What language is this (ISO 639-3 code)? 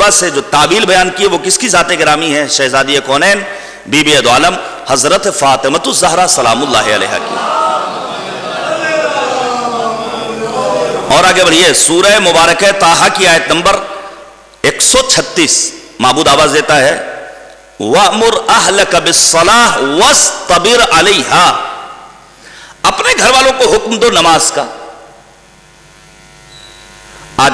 urd